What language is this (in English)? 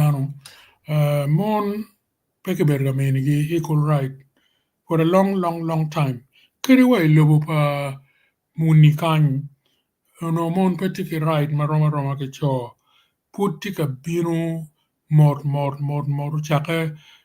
Acoli